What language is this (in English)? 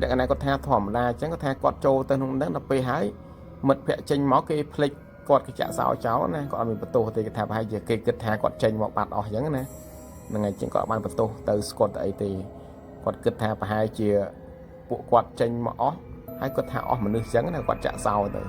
Khmer